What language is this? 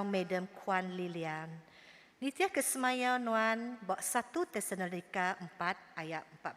Iban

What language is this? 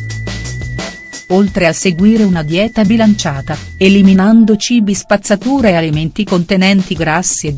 Italian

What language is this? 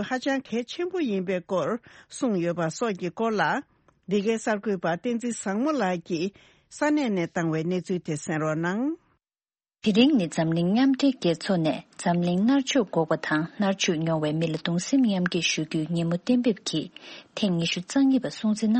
Tibetan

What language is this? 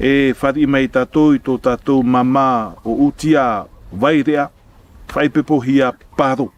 Tahitian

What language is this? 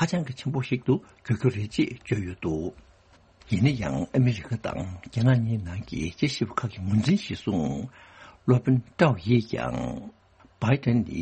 Tibetan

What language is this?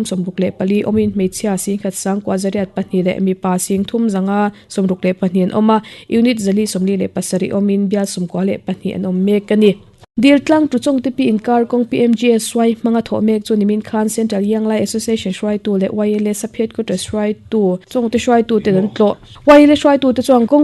Mizo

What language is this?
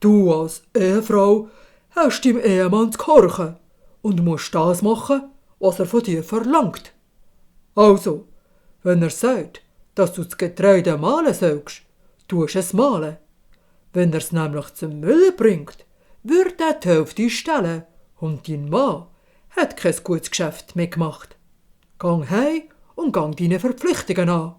Swiss German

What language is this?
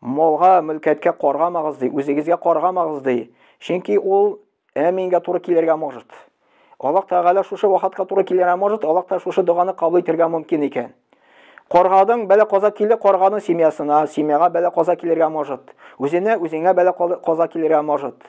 Tatar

